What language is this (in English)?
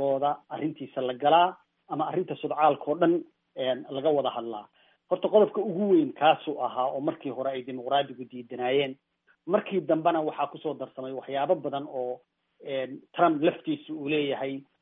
Somali